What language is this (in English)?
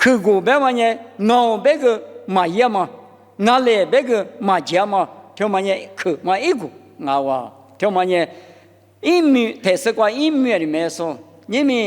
Lisu